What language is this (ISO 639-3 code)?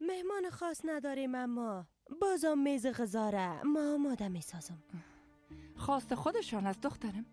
fas